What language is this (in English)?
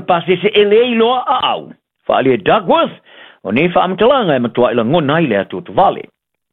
Samoan